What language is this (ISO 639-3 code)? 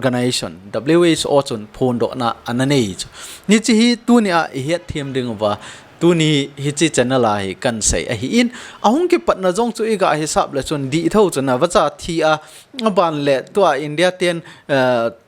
tcz